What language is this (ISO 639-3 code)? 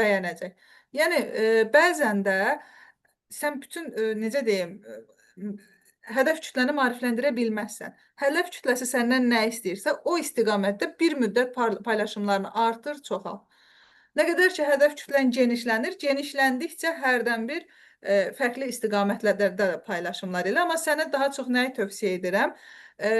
aze